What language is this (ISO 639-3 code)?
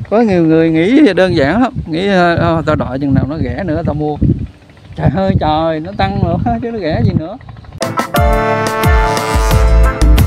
vie